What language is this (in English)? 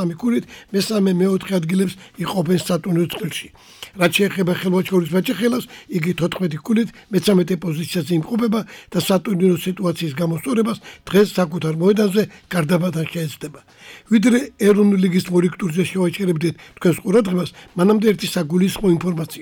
Georgian